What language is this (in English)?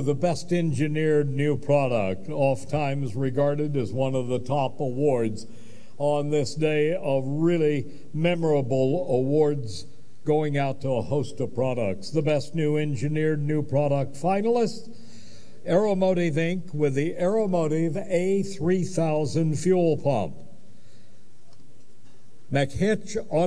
English